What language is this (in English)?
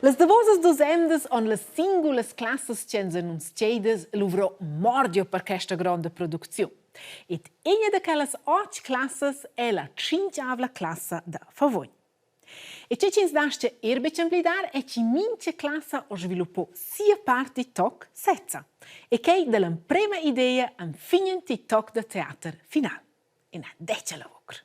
Romansh